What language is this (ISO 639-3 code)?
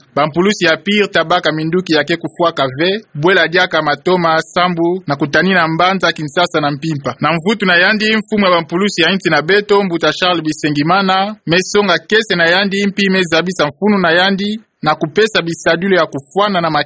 ktu